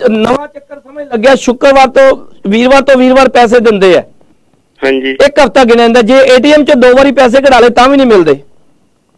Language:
Punjabi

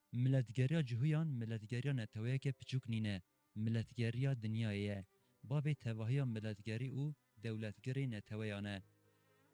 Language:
Kurdish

